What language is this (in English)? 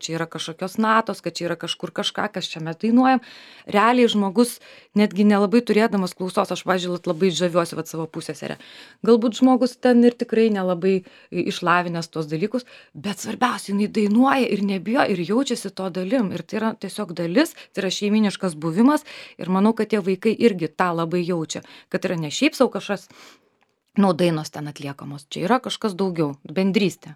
Lithuanian